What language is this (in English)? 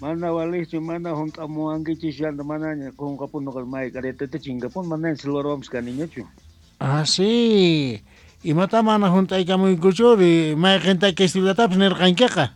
South Bolivian Quechua